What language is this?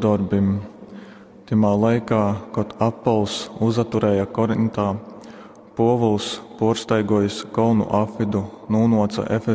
Latgalian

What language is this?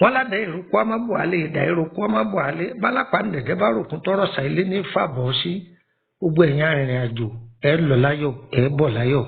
Yoruba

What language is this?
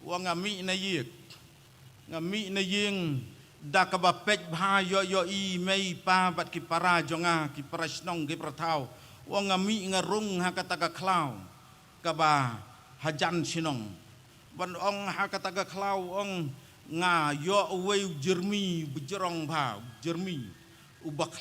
Khasi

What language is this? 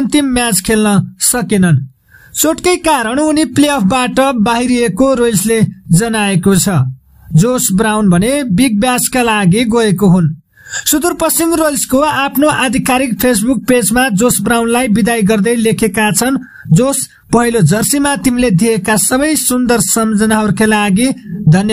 Nepali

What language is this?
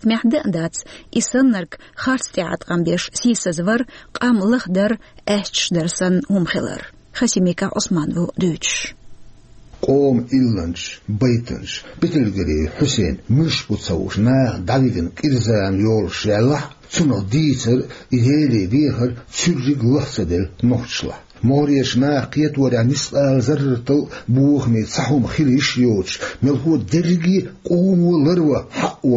Chechen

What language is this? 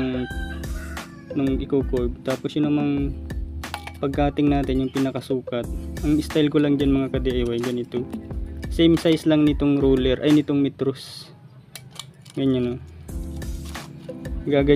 Filipino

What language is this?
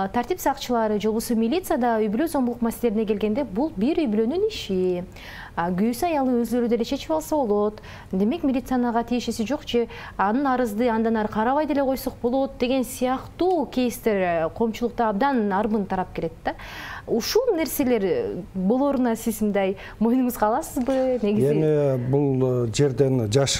Kyrgyz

